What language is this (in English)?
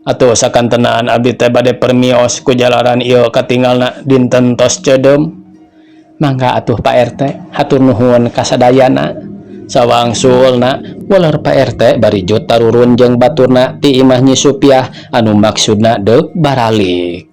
Sundanese